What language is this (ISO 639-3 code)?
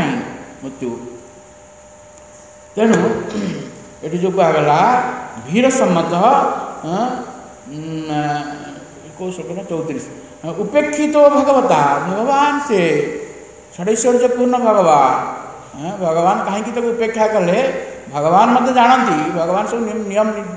ori